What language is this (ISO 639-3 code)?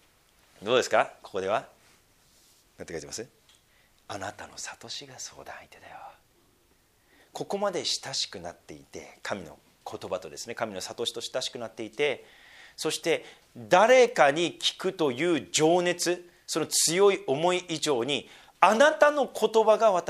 jpn